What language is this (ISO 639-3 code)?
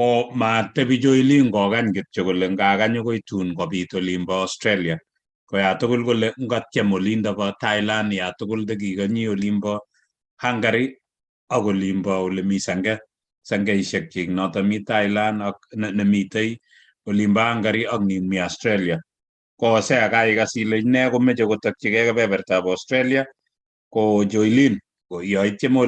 kln